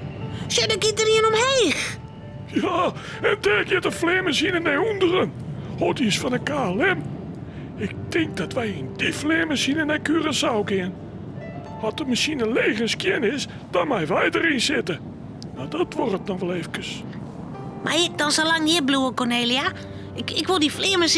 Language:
Western Frisian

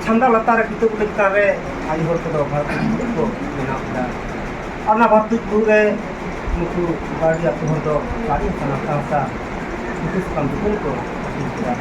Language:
Santali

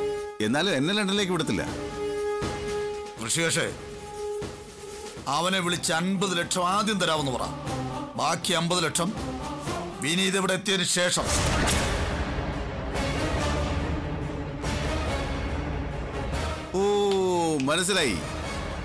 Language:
Malayalam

